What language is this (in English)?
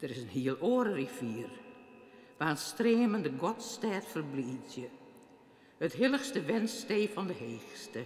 Western Frisian